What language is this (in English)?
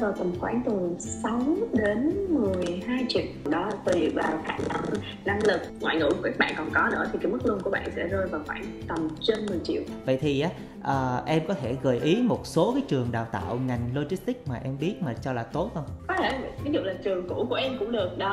Vietnamese